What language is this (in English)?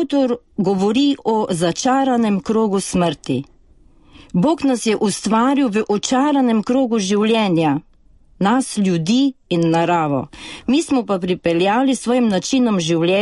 Slovenian